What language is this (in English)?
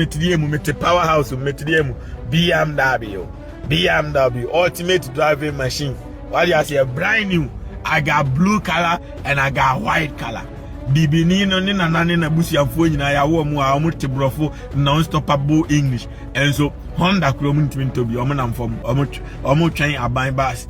Akan